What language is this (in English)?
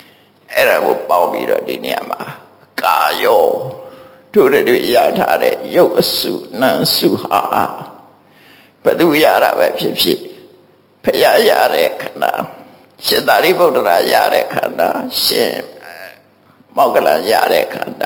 Burmese